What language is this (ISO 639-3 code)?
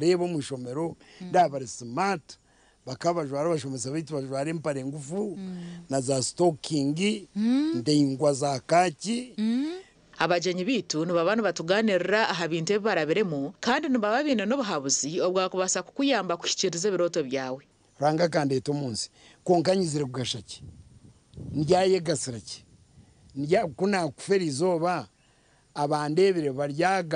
nyn